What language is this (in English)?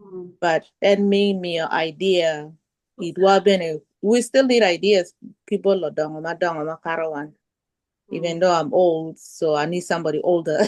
Acoli